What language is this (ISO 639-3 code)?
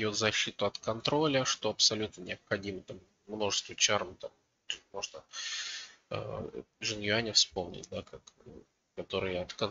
rus